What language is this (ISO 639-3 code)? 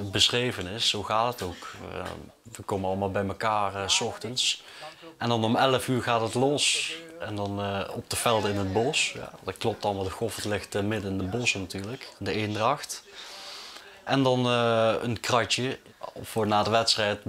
nld